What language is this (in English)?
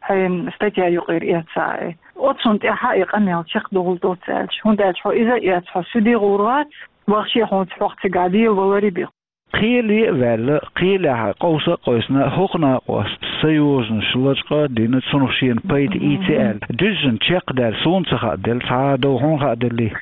Chechen